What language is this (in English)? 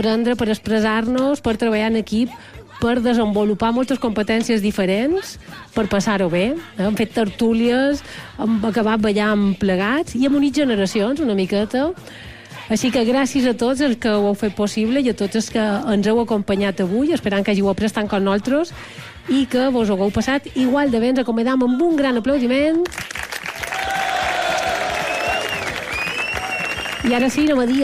Catalan